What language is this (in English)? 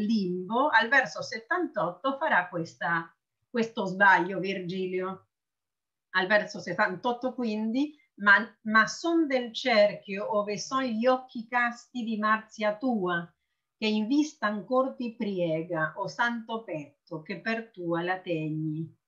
Italian